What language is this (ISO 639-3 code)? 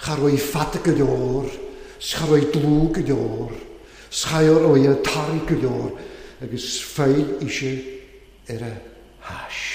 cym